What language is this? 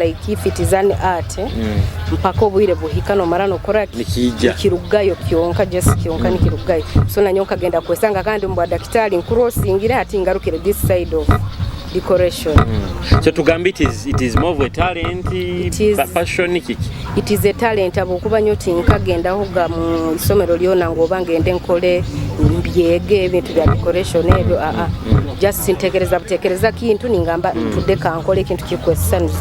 Nyoro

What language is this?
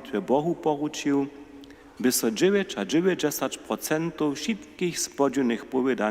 Upper Sorbian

